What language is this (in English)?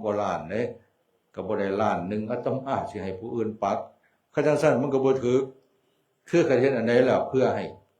Northeastern Thai